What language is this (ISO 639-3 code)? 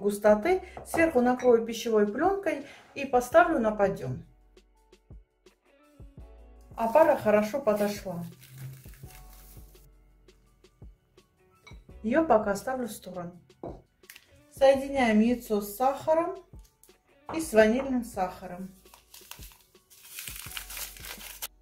rus